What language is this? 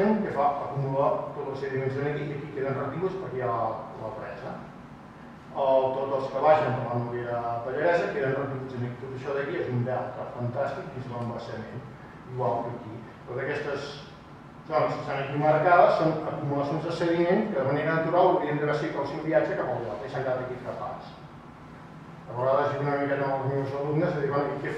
Catalan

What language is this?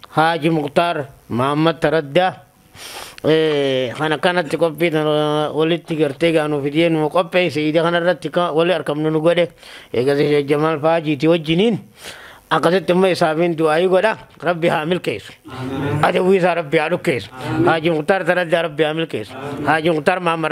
Oromo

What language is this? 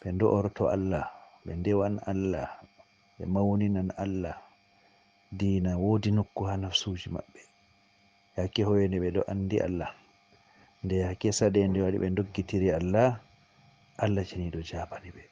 Fula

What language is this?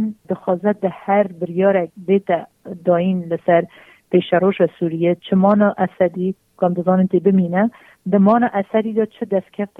Kurdish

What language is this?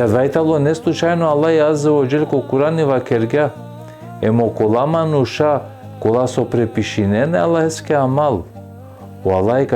Balkan Romani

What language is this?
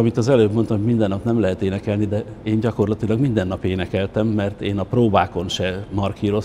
Hungarian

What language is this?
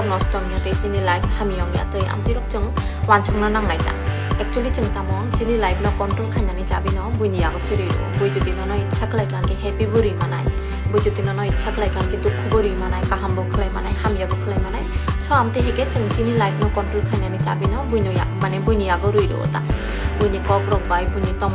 Kok Borok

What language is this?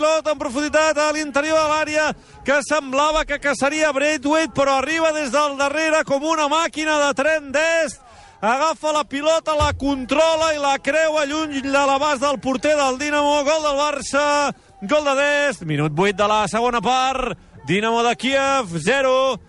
Catalan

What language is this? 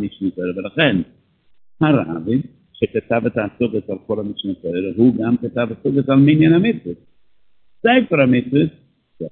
Hebrew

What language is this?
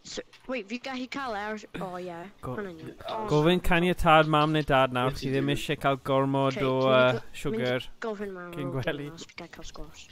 Welsh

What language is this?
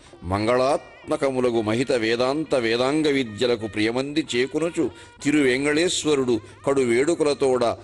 Telugu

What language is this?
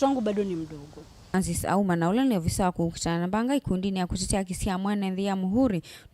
Kamba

